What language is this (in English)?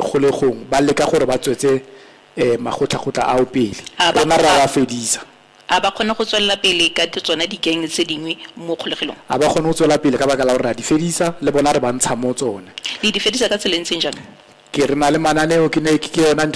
Tswana